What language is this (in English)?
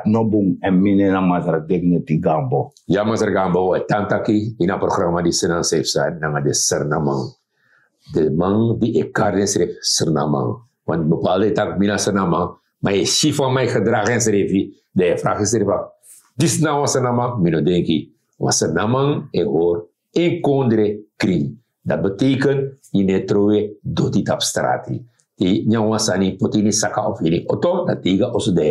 Sranan Tongo